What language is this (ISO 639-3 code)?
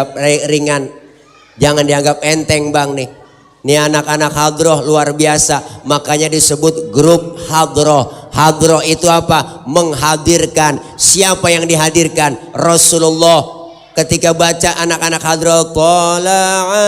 bew